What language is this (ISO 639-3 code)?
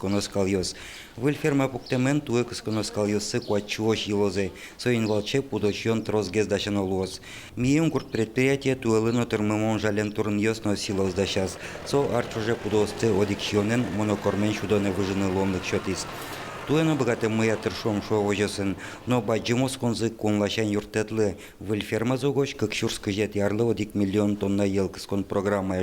udm